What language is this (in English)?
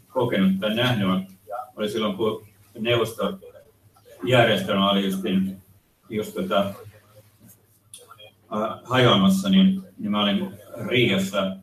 Finnish